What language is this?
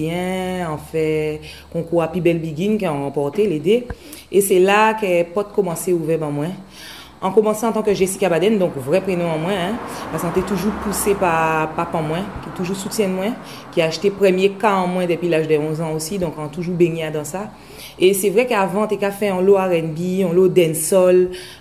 Guadeloupean Creole French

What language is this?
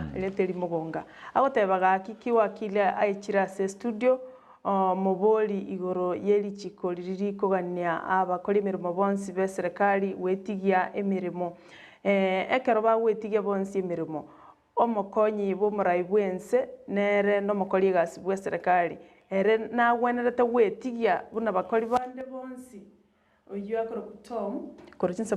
Gusii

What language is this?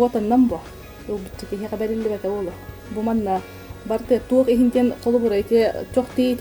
Yakut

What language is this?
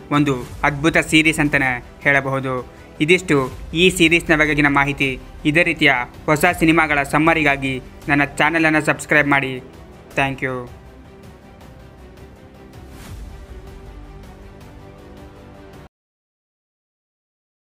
Kannada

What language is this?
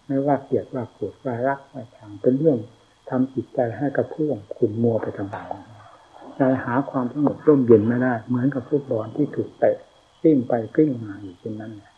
Thai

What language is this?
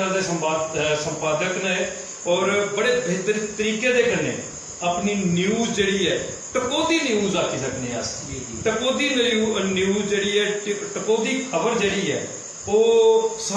Dogri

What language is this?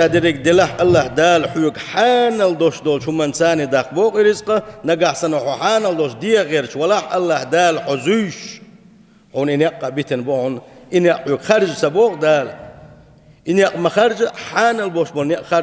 Chechen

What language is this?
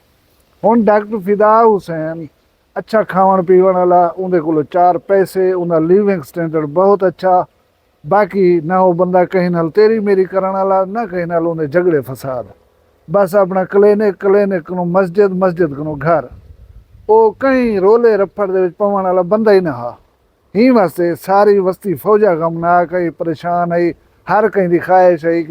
Saraiki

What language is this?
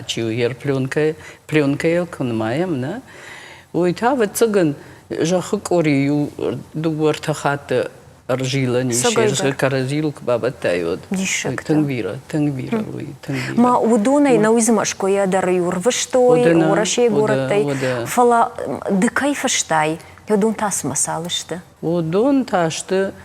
Ossetic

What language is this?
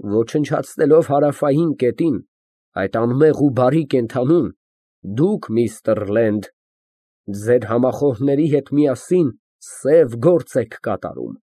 Armenian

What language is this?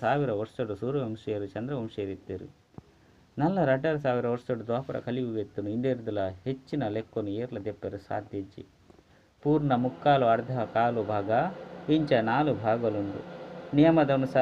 Tulu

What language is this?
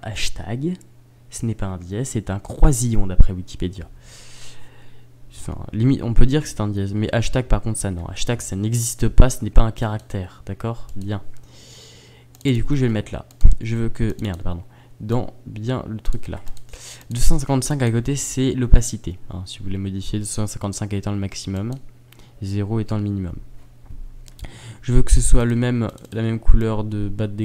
French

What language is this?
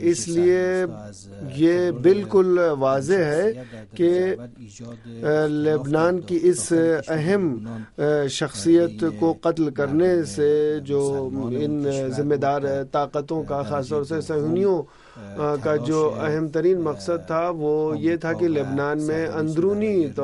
Urdu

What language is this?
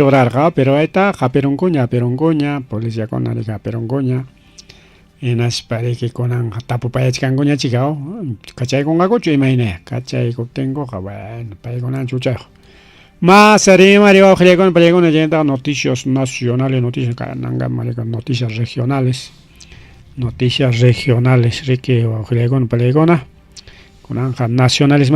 Ayacucho Quechua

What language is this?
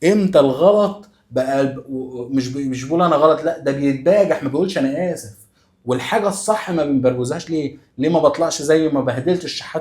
Egyptian Arabic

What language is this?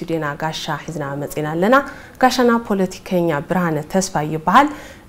Tigrinya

